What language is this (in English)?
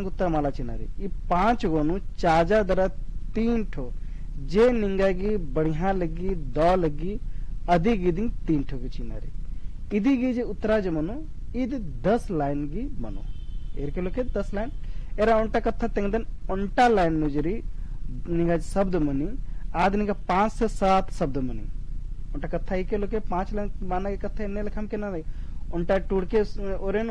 Kurukh